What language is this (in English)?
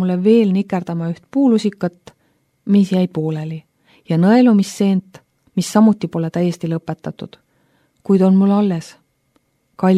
Estonian